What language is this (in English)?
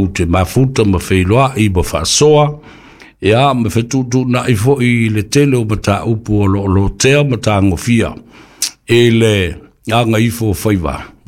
Samoan